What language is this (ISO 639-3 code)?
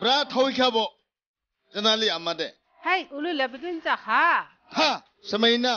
dis